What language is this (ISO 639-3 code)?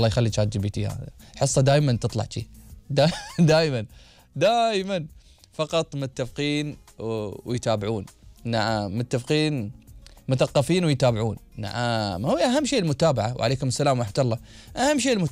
afb